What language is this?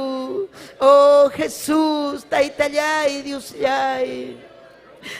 Ayacucho Quechua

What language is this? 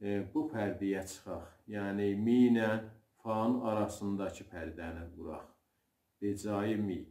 South Azerbaijani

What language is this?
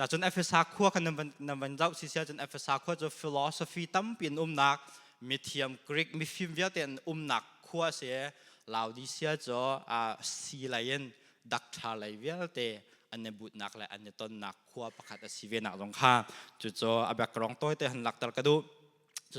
Hakha Chin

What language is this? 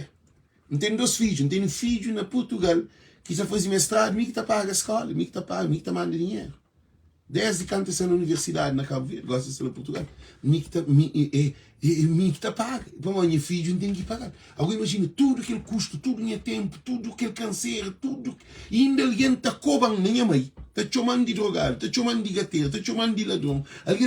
Kabuverdianu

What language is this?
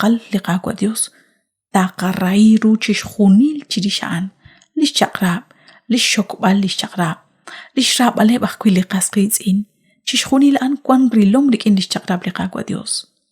Kekchí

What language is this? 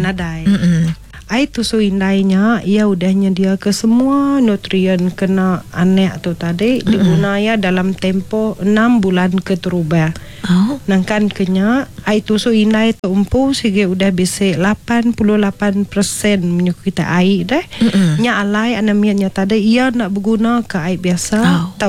Iban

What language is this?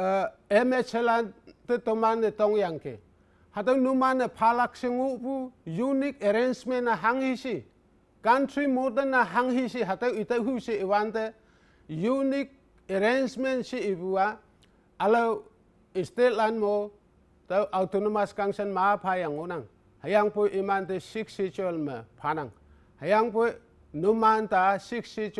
Konyak Naga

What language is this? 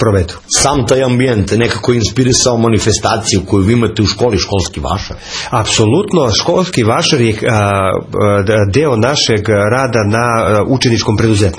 Serbian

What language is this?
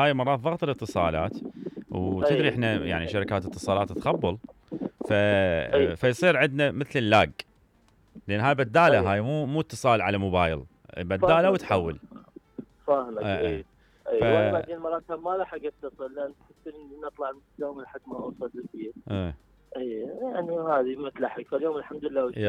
Mesopotamian Arabic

